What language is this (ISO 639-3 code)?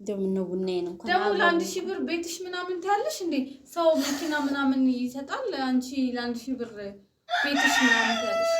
amh